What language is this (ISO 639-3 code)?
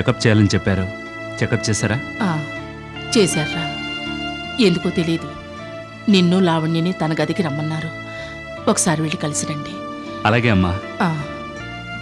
tel